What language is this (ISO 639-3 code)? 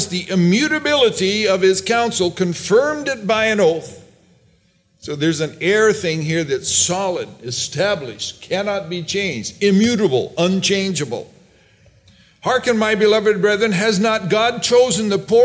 eng